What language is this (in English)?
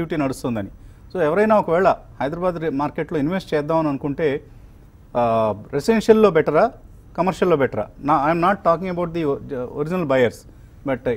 Telugu